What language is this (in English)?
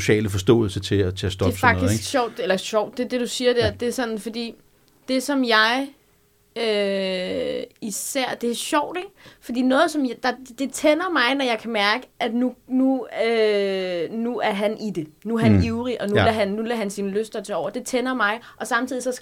Danish